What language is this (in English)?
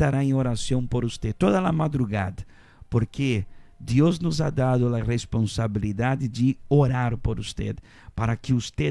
Papiamento